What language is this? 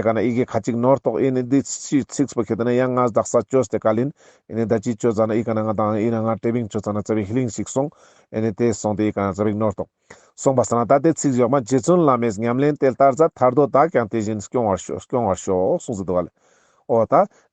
Ladakhi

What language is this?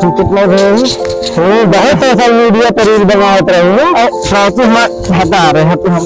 Awadhi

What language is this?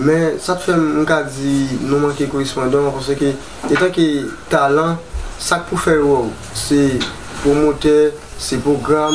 Haitian Creole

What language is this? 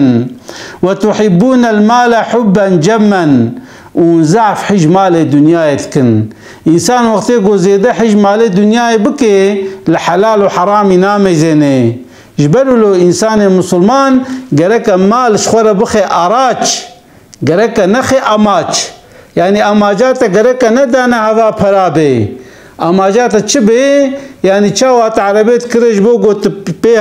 Kurdish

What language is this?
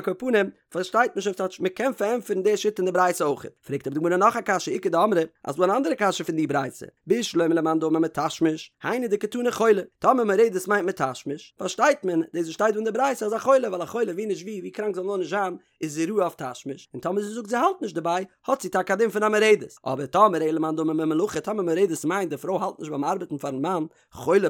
Yiddish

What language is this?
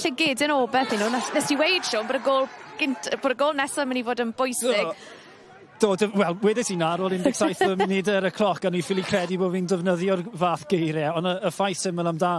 Welsh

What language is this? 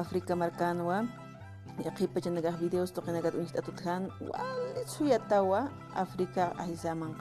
Aymara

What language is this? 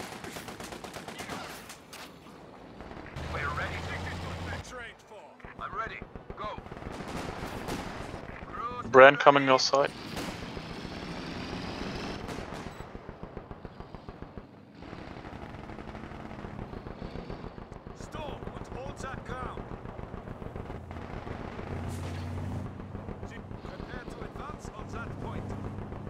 English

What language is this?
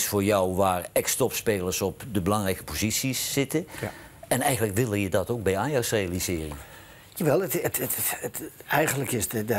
Dutch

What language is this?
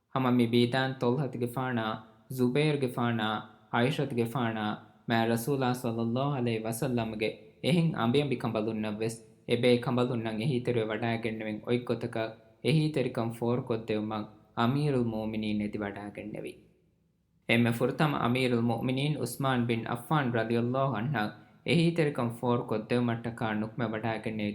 Divehi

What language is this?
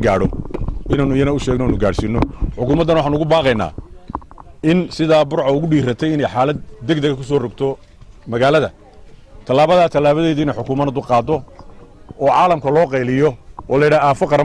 Somali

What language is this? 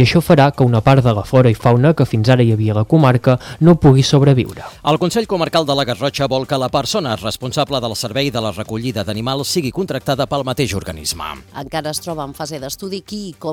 Catalan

